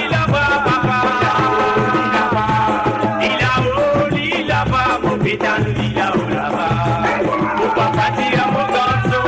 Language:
Morisyen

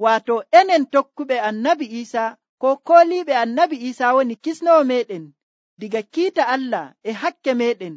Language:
Nigerian Fulfulde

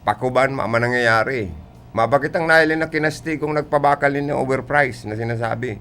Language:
Bikol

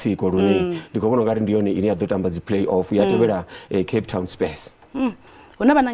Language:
Venda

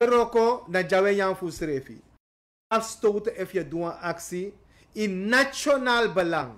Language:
Sranan Tongo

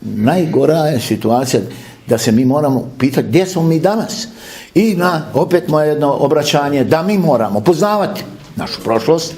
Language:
Bosnian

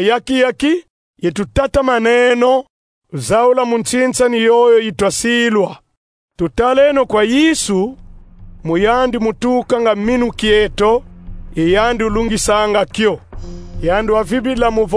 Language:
Kongo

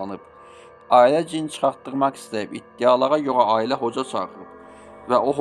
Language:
Azerbaijani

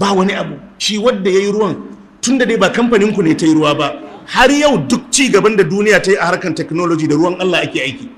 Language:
Hausa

